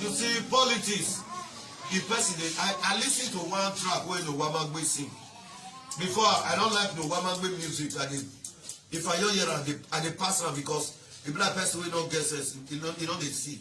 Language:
Nigerian Pidgin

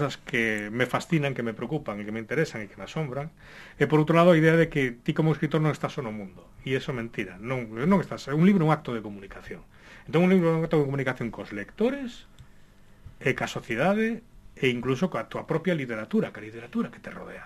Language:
Galician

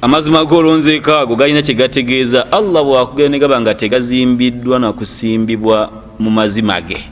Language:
Ganda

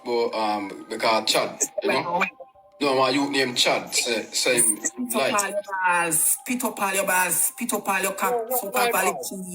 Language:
Jamaican Creole English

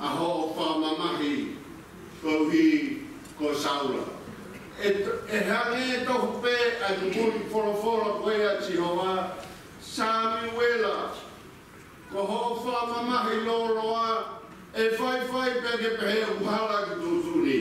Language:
Tongan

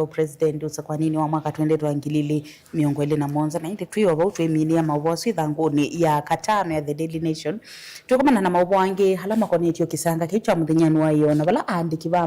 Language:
Kamba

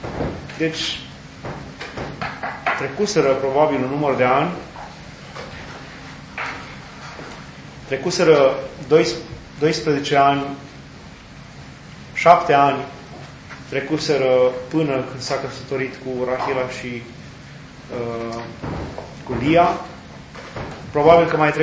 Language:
Romanian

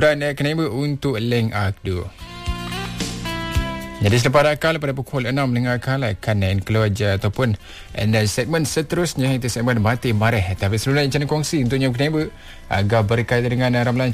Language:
Malay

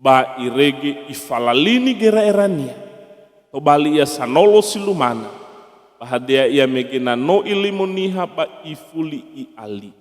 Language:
Nias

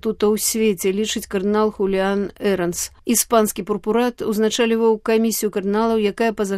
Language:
Belarusian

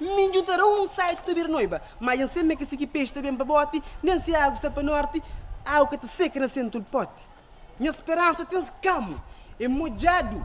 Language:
Kabuverdianu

